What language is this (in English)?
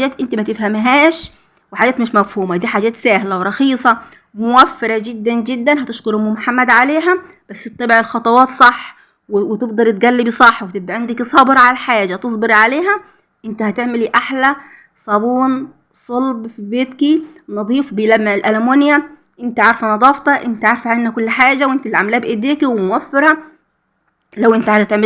Egyptian Arabic